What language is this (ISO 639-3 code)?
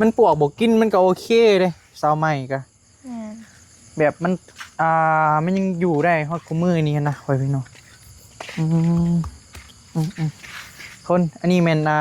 tts